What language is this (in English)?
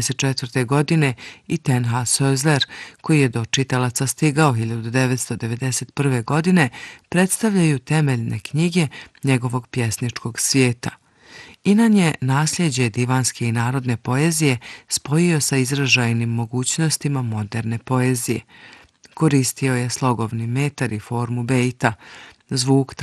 Bosnian